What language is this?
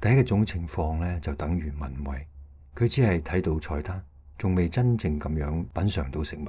Cantonese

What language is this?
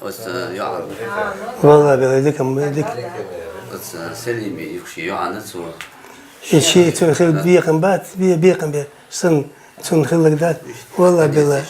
Chechen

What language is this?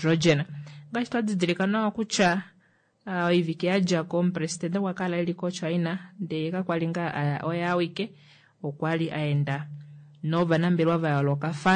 Kuanyama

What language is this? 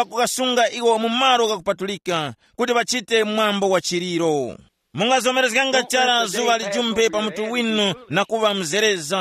Tumbuka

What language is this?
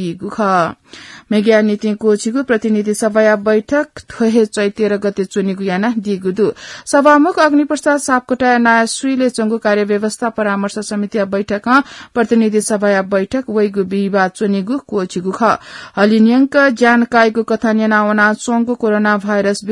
Newari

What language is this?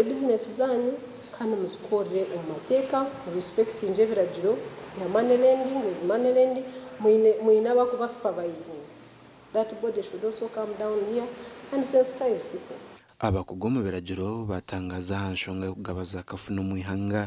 Nyankole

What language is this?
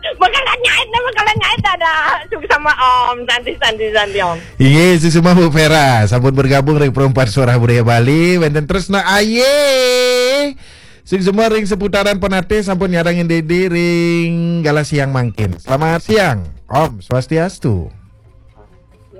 Balinese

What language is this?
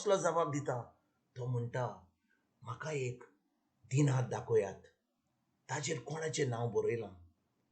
Konkani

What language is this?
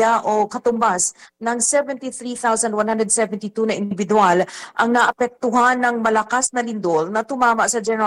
Filipino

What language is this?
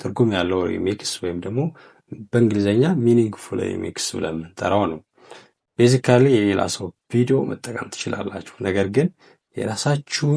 Amharic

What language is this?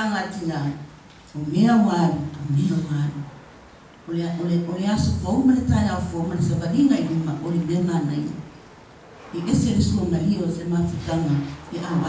Samoan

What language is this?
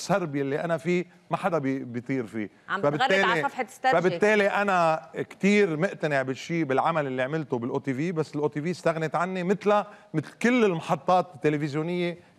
North Levantine Arabic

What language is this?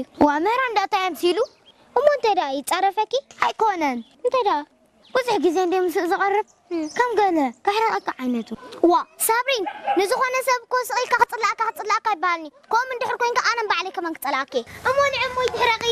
Tigrinya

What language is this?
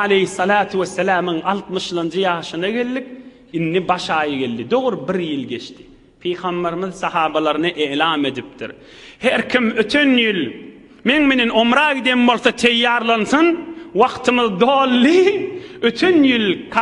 Turkmen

